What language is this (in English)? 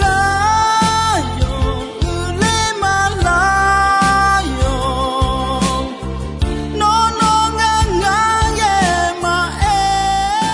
Akha